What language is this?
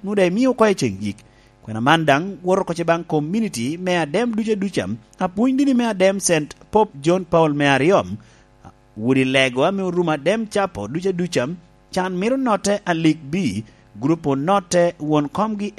Lango (Uganda)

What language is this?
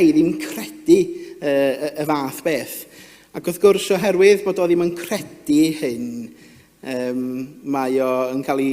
Welsh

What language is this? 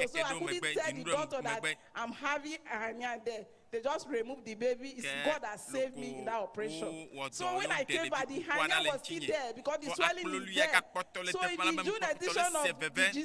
Ewe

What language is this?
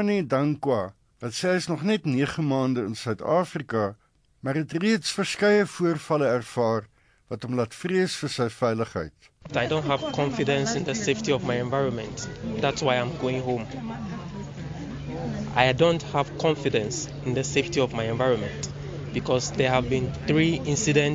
Afrikaans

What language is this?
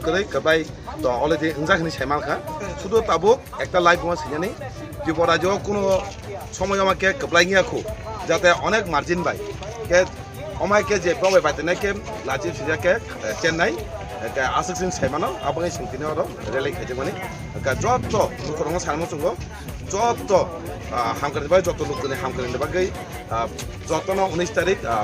Kok Borok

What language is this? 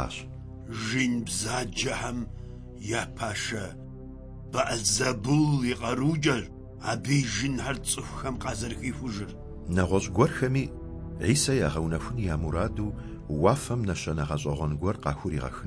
Kabardian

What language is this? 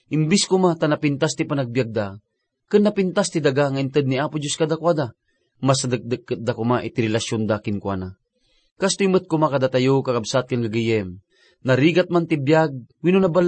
Iloko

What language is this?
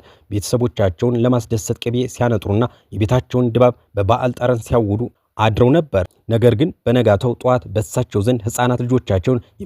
Amharic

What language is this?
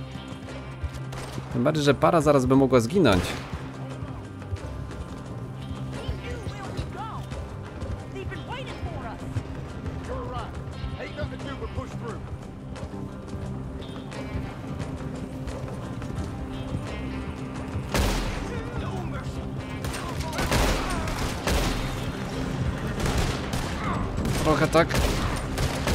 Polish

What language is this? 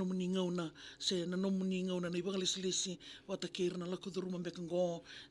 Fijian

